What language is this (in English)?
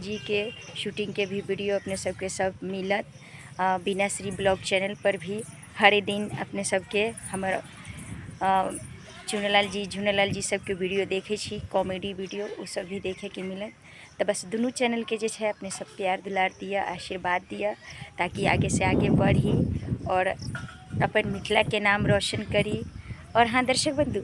Maithili